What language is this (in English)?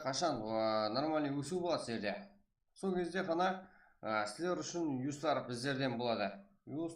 Kara-Kalpak